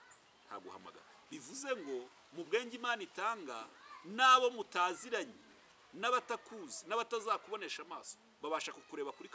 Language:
Kinyarwanda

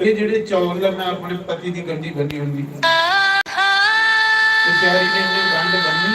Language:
Dogri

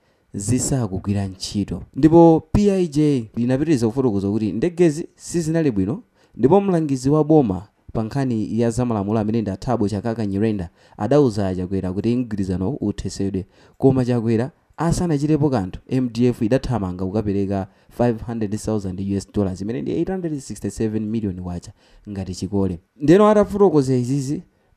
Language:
Nyanja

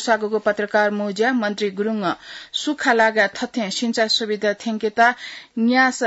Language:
Newari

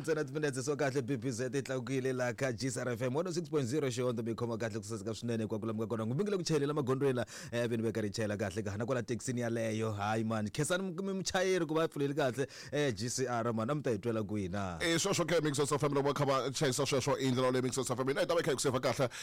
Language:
Tsonga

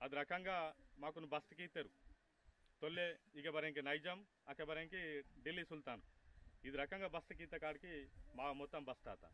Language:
Aheri Gondi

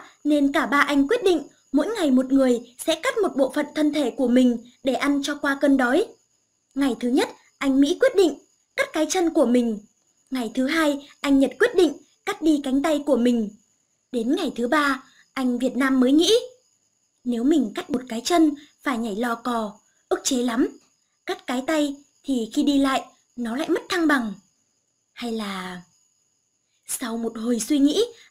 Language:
Vietnamese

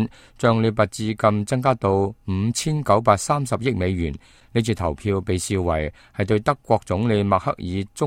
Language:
Cantonese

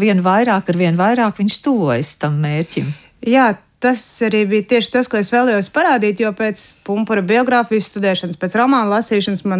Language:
Latvian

